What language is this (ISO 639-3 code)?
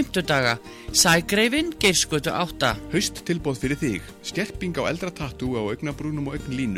isl